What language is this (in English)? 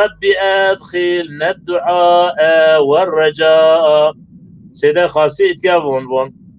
Zaza